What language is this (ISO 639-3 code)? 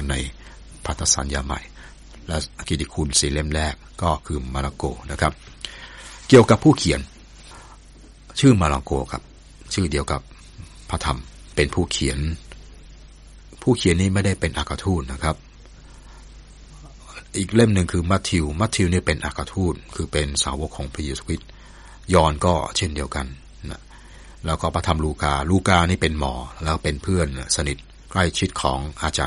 tha